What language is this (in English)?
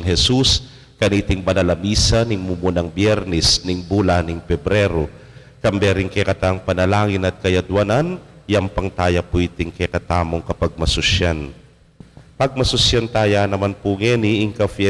Pampanga